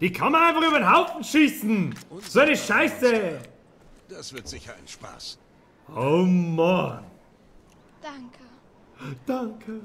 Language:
Bavarian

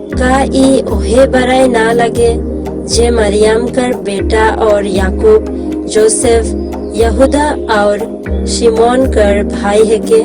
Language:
Sadri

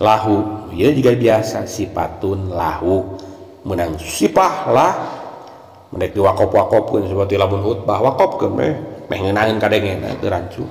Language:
Sundanese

